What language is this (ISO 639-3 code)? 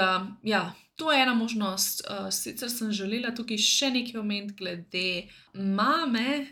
slv